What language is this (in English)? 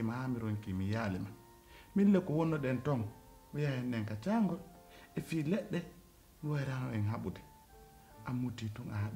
Pular